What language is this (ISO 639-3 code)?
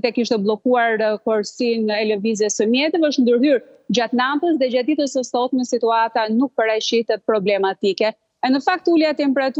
sqi